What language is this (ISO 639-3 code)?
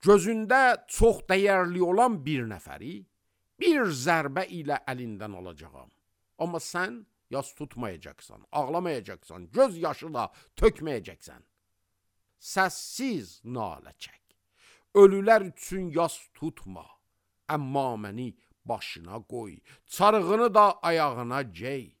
aze